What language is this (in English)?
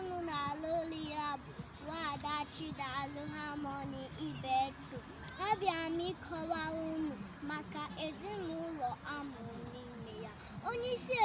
Igbo